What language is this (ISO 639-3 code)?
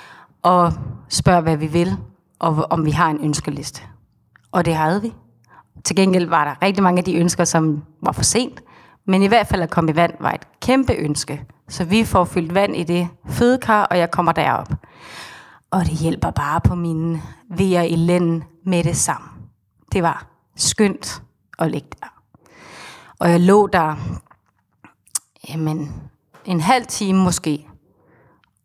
dan